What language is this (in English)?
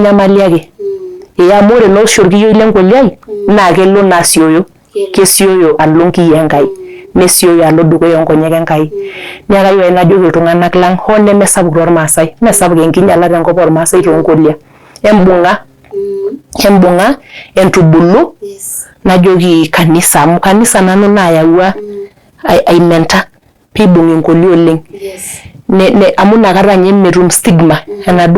Masai